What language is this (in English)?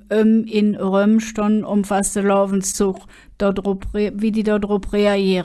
Colognian